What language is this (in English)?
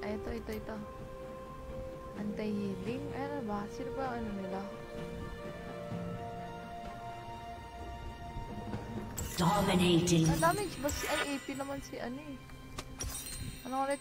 Filipino